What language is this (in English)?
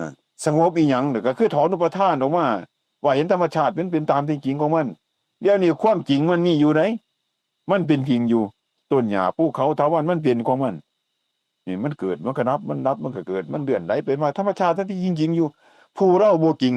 Northeastern Thai